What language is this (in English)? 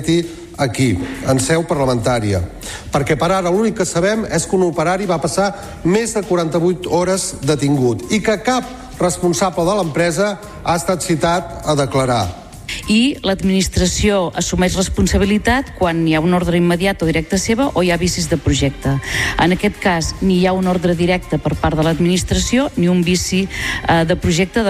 Catalan